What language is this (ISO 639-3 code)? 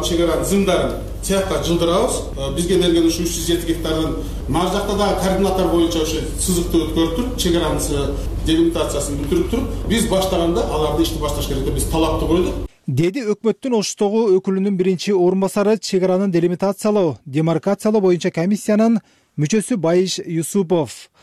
kir